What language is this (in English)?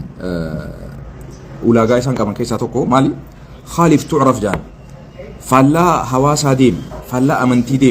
Oromo